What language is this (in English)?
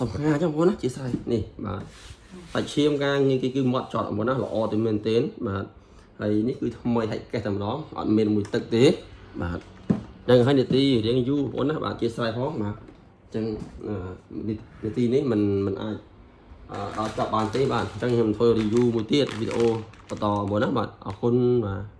Khmer